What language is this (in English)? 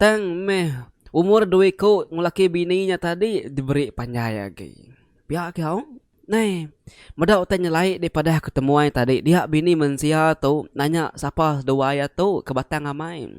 Iban